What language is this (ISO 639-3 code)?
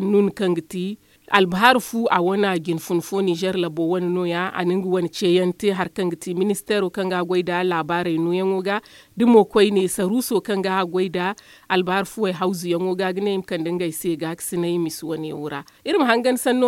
dje